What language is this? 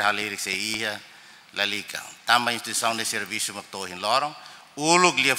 Tetum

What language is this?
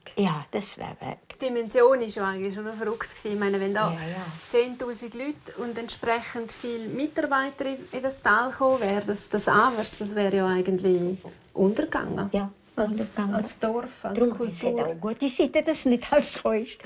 Romansh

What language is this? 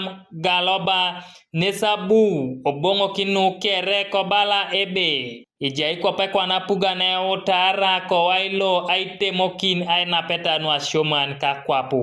Teso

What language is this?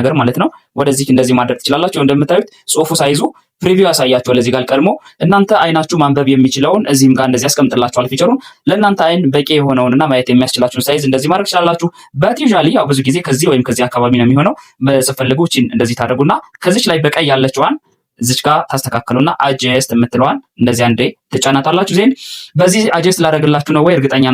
Amharic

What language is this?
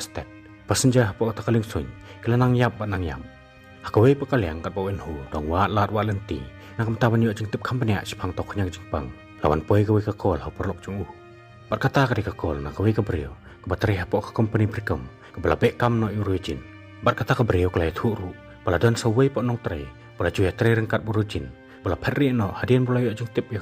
Khasi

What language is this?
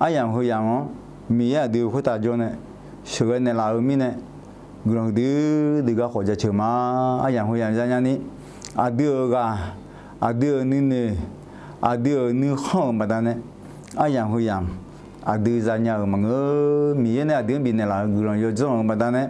Akha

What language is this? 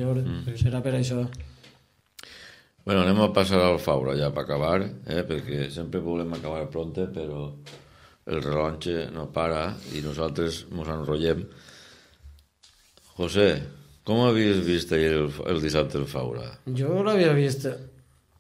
Catalan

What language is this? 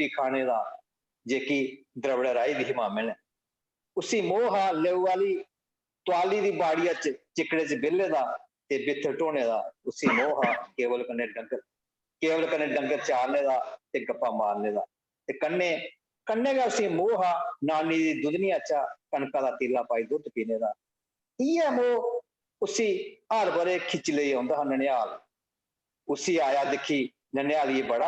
Dogri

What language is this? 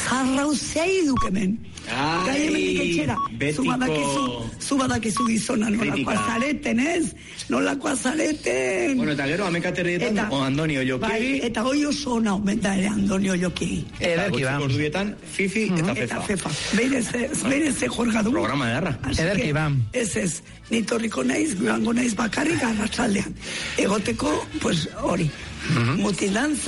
Basque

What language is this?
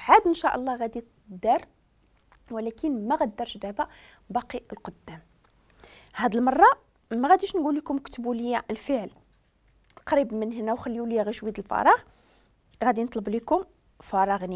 Moroccan Arabic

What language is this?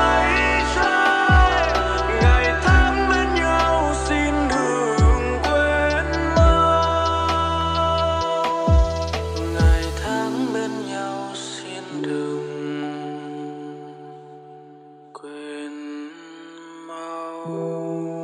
Vietnamese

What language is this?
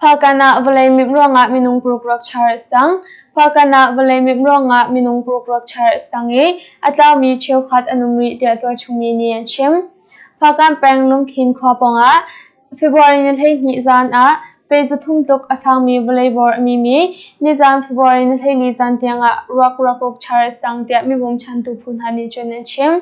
Hakha Chin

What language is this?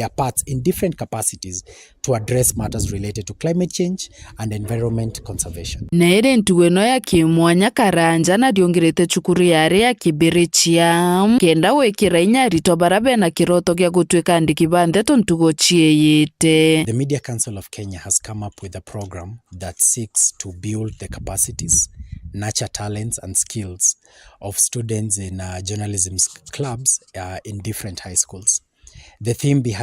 Meru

